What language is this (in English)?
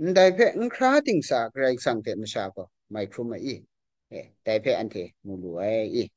Kachin